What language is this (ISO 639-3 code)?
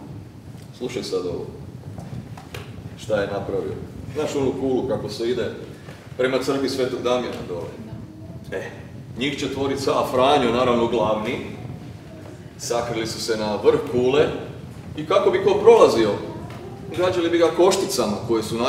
hrv